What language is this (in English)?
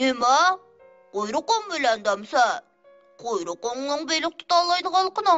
Uyghur